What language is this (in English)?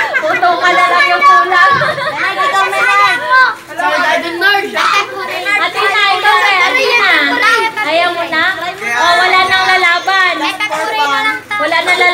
Filipino